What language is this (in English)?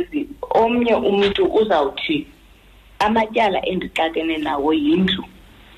Xhosa